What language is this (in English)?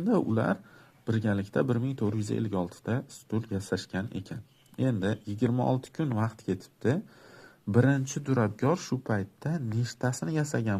Uzbek